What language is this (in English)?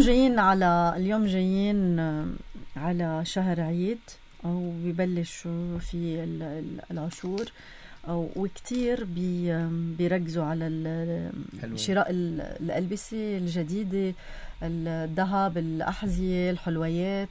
North Levantine Arabic